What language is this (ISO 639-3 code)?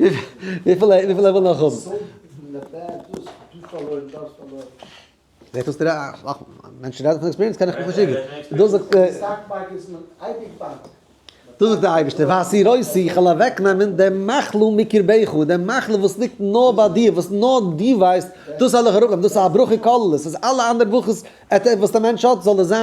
yid